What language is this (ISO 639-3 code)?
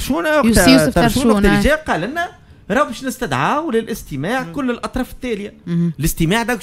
aeb